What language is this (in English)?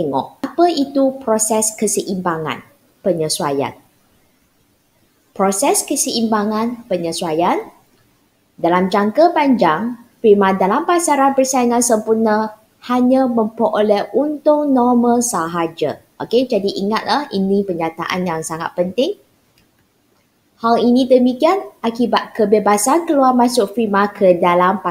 Malay